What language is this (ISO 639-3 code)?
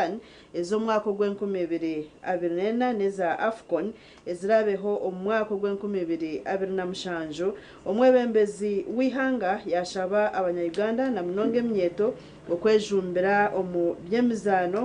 nyn